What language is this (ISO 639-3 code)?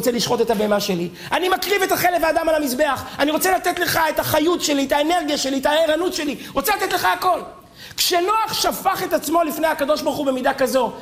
heb